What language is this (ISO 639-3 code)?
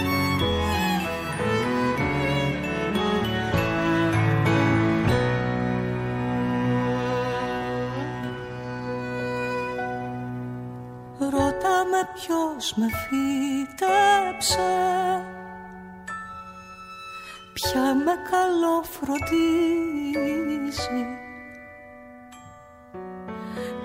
ell